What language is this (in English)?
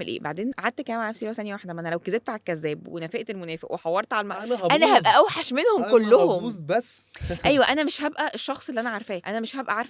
Egyptian Arabic